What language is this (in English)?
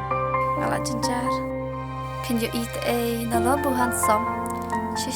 Khasi